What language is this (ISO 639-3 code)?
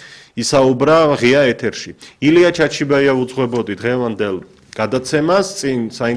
kat